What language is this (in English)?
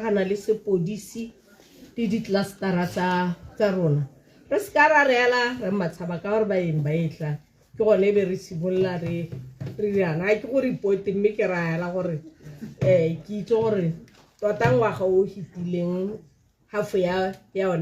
Tswana